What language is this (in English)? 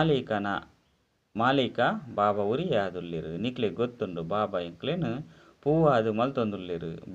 Tulu